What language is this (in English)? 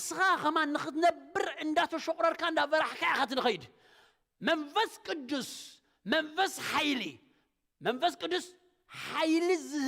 Tigrinya